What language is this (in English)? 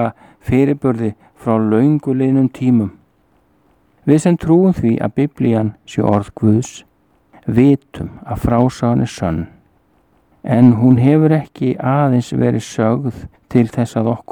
Icelandic